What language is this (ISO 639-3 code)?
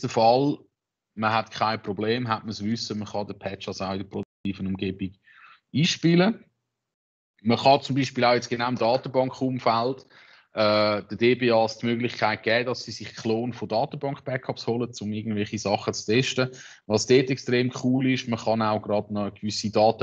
deu